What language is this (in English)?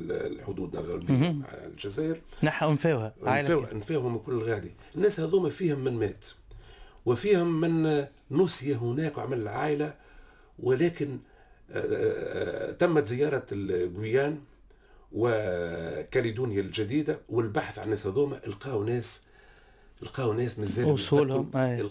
Tunisian Arabic